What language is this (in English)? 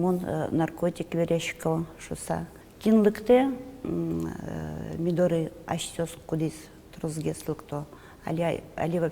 Udmurt